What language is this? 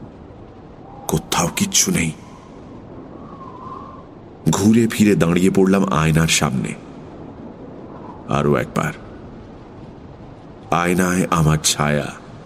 Bangla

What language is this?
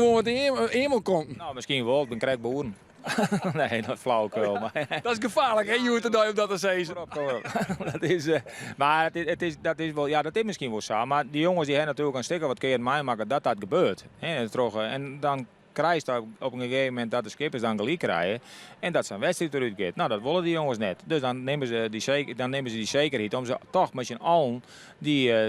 Western Frisian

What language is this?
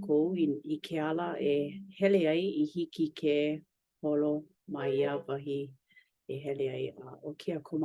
Hawaiian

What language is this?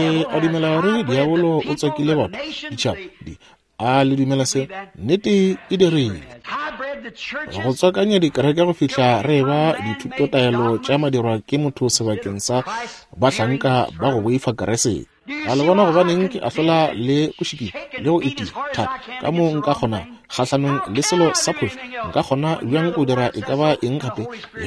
Northern Sotho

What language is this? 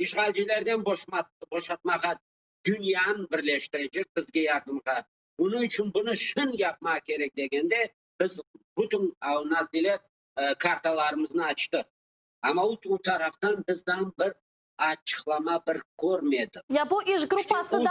Crimean Tatar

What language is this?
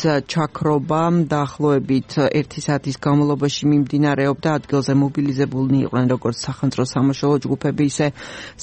Georgian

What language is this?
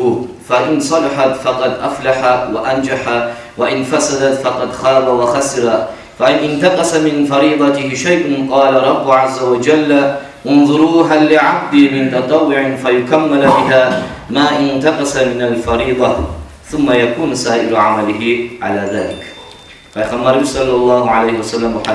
Kumyk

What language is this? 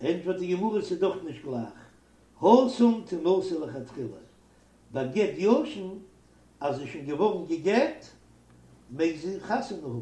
Yiddish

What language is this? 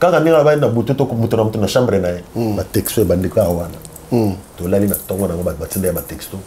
Lingala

